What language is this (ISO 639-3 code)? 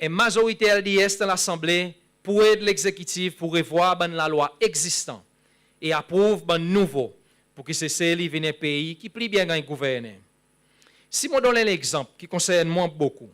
crs